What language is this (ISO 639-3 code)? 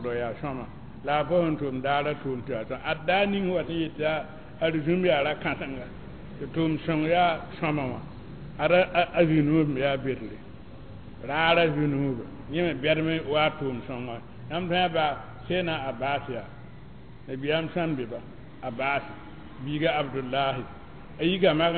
mos